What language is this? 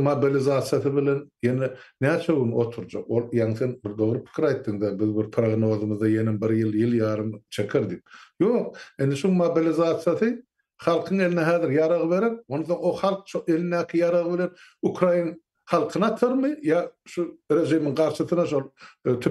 Turkmen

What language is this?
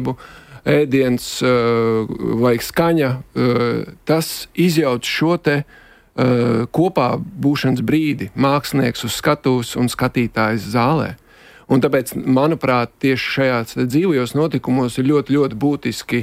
Latvian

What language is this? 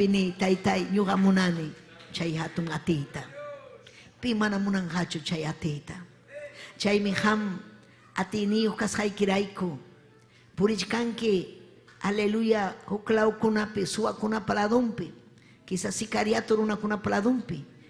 Ayacucho Quechua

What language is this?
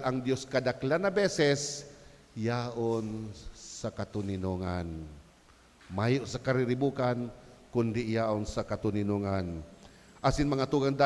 Bikol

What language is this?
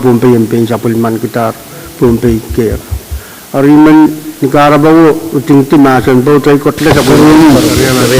Pohnpeian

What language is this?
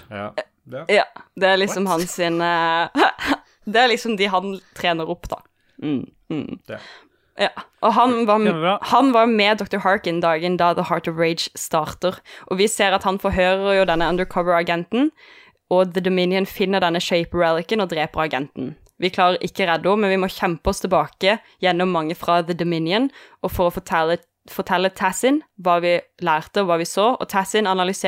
Norwegian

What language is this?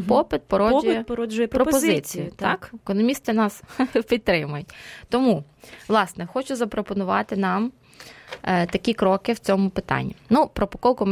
Ukrainian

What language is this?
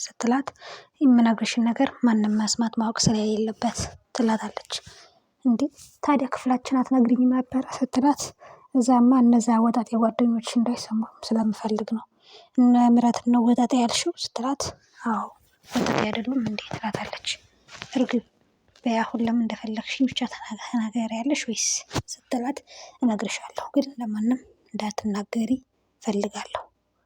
Amharic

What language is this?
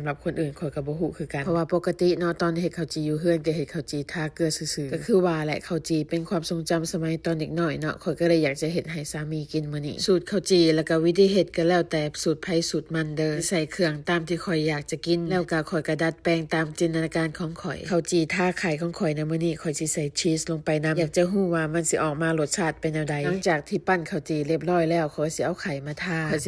Lao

